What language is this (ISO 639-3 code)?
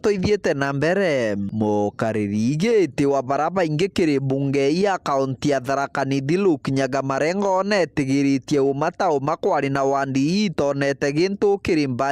mer